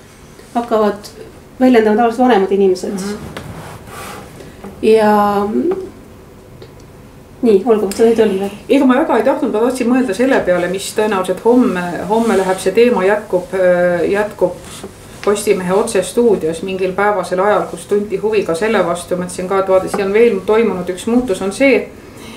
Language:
Estonian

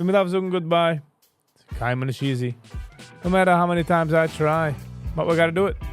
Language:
Yiddish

